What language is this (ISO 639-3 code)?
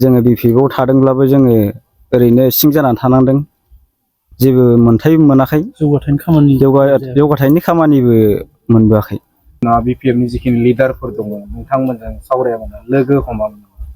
brx